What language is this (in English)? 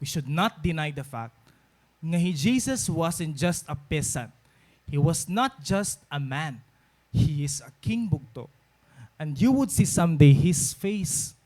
Waray